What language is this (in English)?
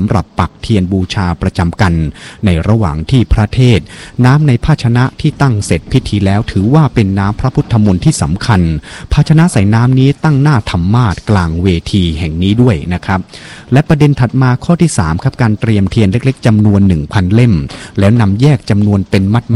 Thai